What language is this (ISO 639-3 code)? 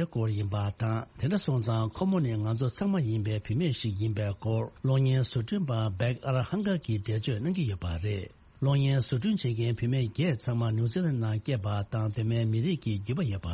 bod